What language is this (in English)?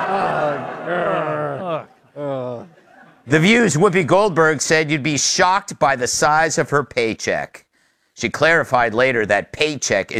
English